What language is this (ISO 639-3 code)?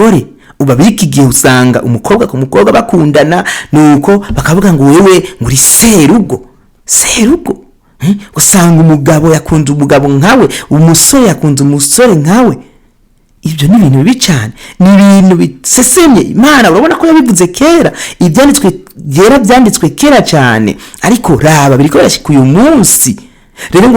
run